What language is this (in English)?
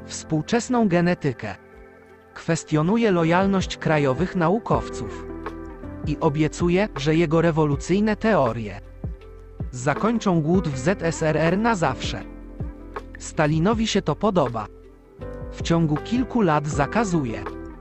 Polish